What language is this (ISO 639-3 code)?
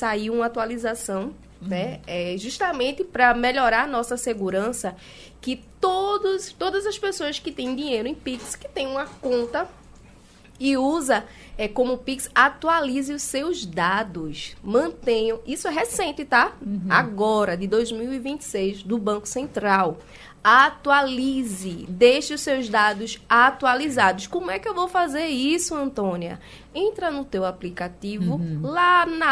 por